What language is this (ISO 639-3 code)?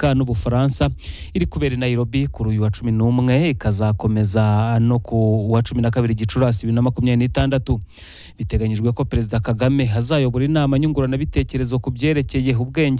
kin